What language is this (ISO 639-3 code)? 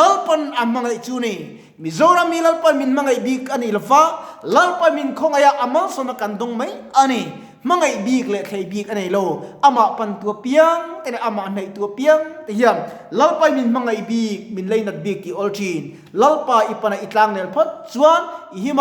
lus